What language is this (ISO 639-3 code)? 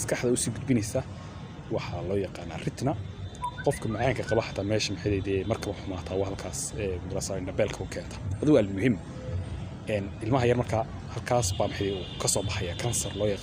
som